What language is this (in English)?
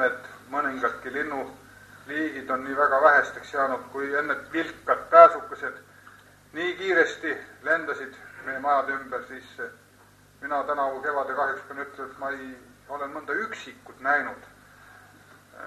Estonian